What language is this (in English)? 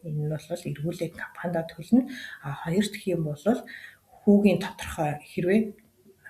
Mongolian